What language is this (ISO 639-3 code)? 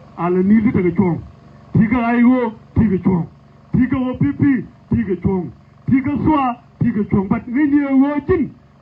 nus